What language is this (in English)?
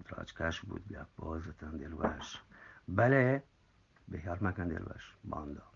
Eastern Balochi